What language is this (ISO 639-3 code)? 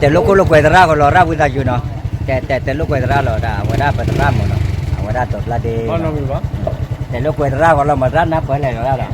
ksw